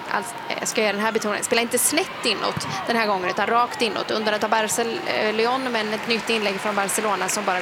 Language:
Swedish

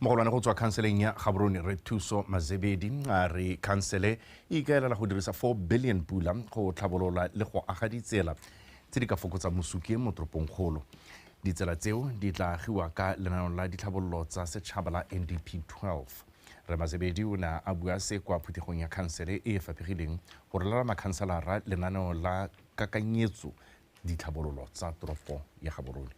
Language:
Tswana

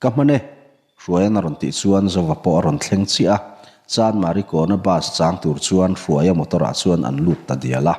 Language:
Mizo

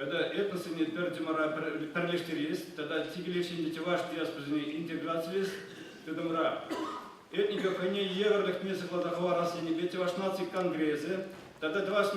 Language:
Chuvash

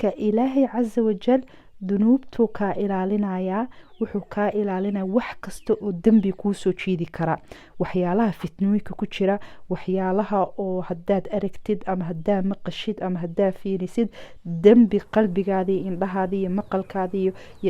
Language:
Somali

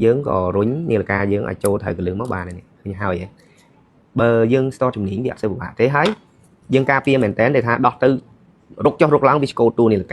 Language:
Khmer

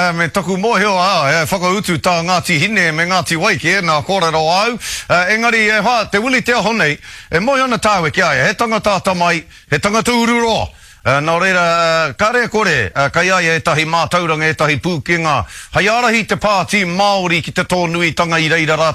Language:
Māori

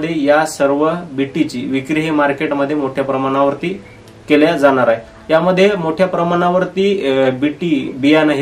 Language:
Marathi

